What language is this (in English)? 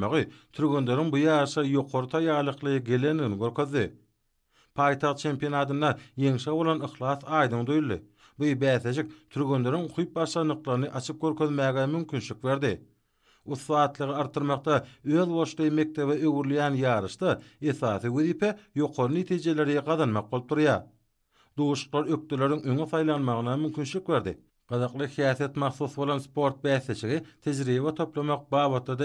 Turkmen